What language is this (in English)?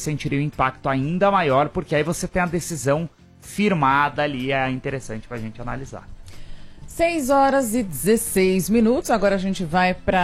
Portuguese